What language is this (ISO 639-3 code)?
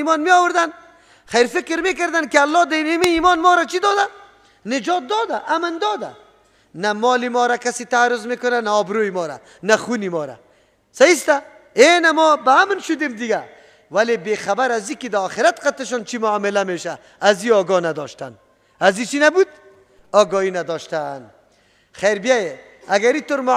fas